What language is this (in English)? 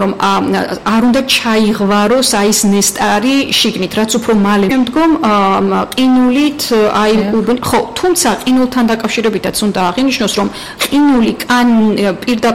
Georgian